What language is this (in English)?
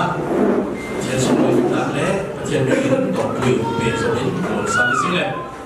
Falam Chin